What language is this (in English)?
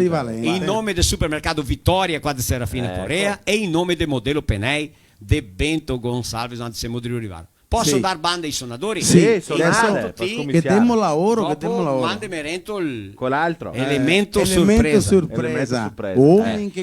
Venetian